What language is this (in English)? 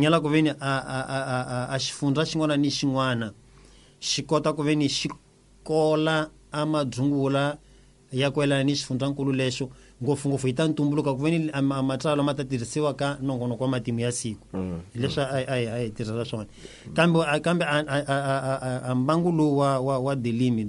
Tsonga